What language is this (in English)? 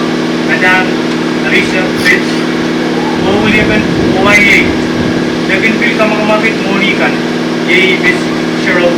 Pohnpeian